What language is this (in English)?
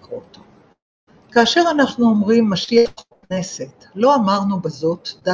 Hebrew